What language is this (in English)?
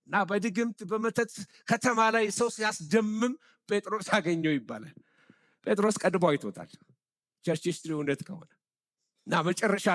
Amharic